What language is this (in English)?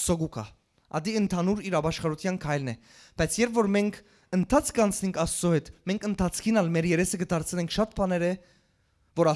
Western Armenian